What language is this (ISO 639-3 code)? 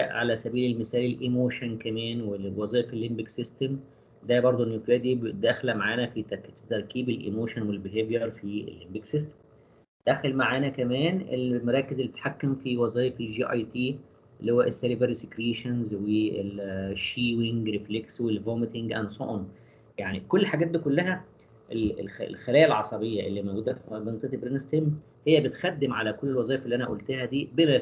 arz